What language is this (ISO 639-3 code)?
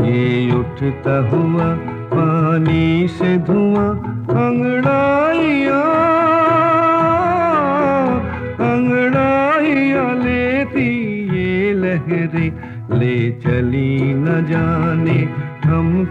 hin